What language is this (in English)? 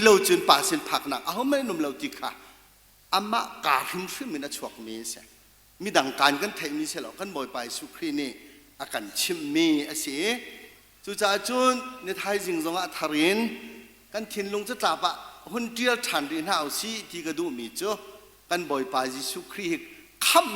Hakha Chin